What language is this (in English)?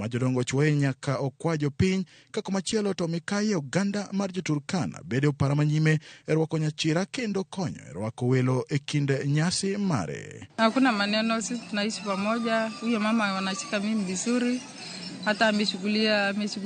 Luo (Kenya and Tanzania)